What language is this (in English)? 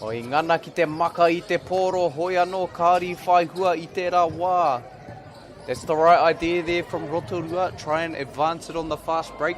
Māori